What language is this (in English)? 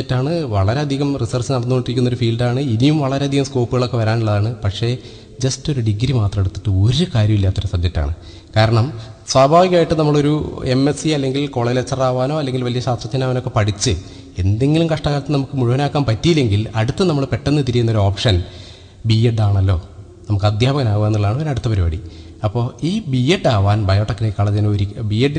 Malayalam